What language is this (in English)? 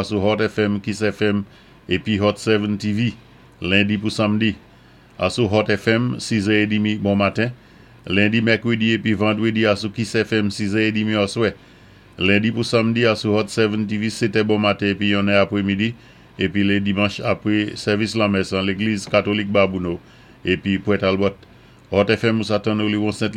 Saint Lucian Creole French